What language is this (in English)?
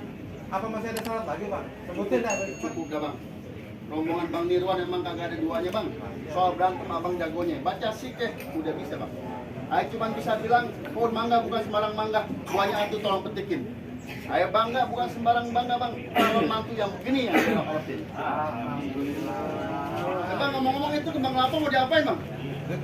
Betawi